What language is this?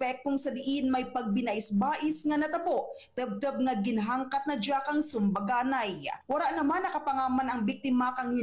Hiligaynon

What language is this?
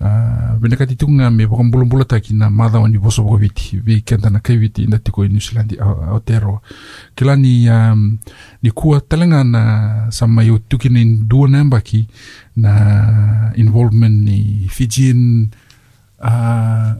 Fijian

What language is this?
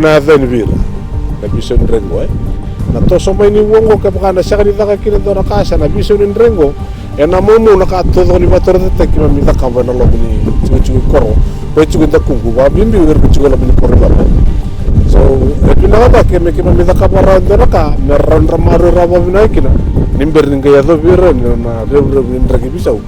Fijian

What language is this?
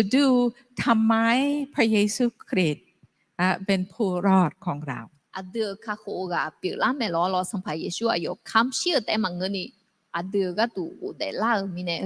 Akha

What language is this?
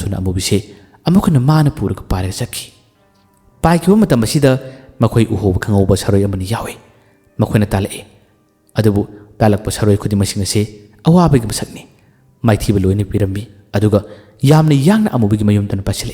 Manipuri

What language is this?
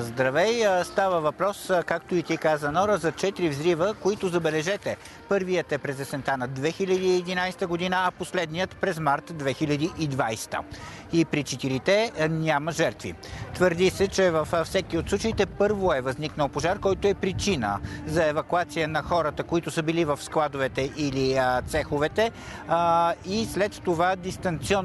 Bulgarian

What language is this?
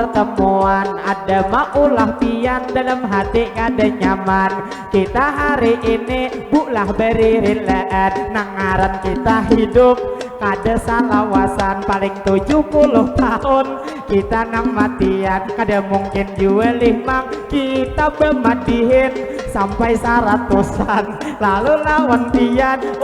Banjar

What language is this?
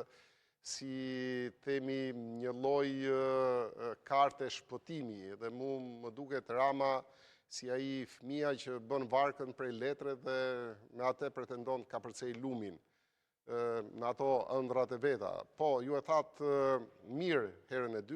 Albanian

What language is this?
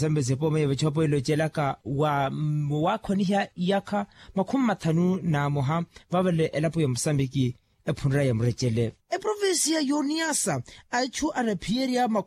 Makhuwa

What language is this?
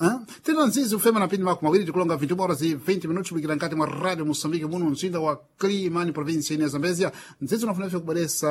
Sena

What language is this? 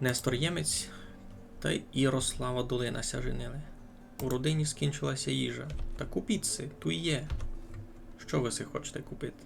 Rusyn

